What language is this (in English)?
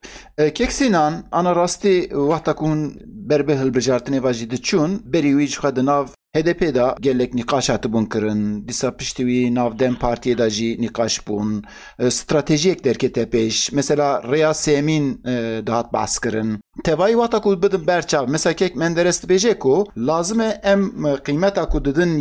Kurdish